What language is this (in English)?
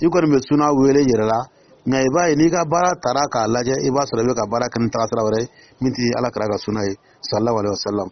Dyula